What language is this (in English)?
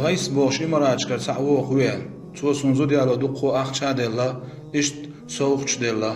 Chechen